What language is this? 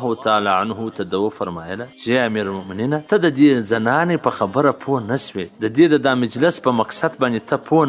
Pashto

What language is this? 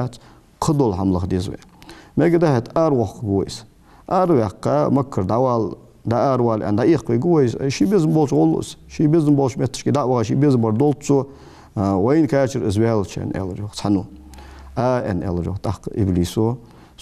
Ingush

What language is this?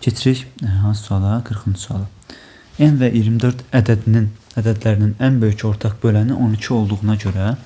Azerbaijani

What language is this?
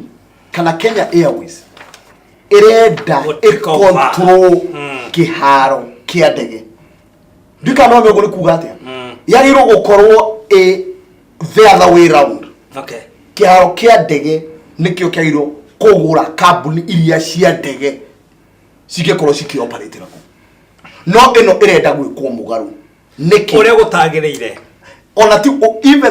Kikuyu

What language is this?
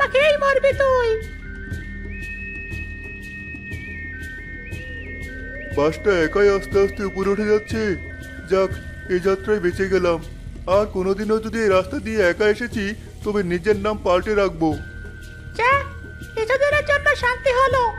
Bangla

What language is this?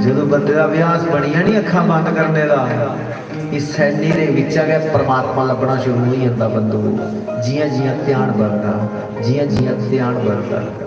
Dogri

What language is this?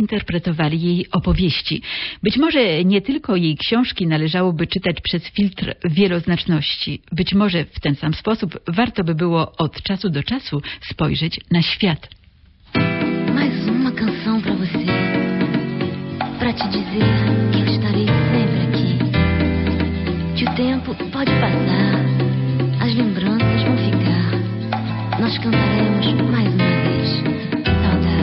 Polish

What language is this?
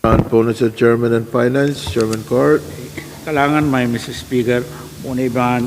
Pohnpeian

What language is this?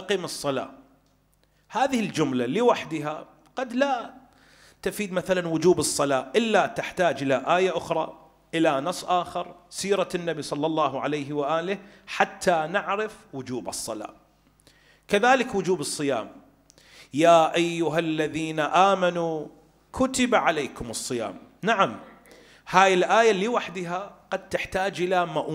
Arabic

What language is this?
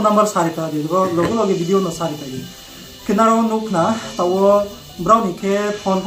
Riang (India)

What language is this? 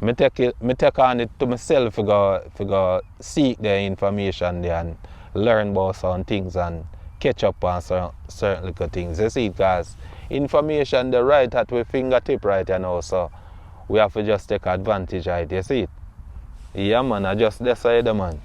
Jamaican Creole English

